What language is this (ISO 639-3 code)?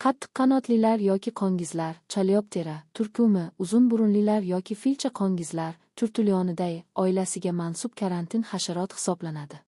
uzb